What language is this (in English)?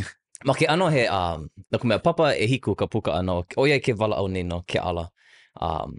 Hawaiian